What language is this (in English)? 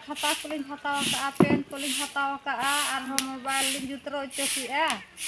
Santali